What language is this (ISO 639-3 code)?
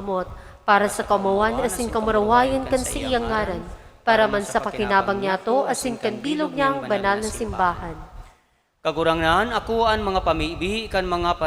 bik